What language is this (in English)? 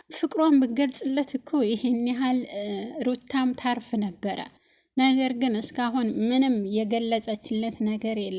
Amharic